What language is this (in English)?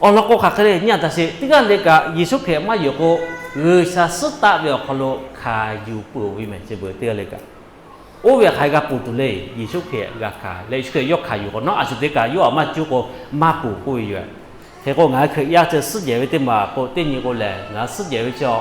Lahu